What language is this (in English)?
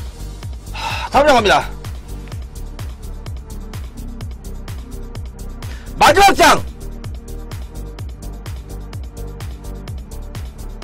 Korean